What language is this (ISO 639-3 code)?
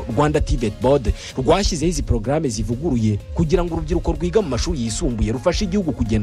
kin